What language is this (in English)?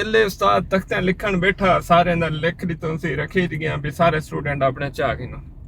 Saraiki